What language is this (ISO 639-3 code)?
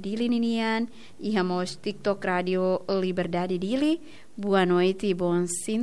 tet